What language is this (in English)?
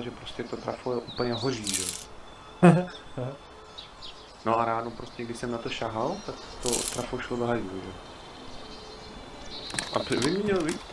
Czech